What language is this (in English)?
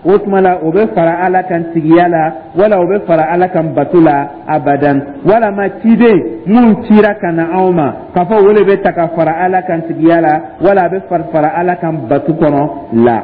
Dyula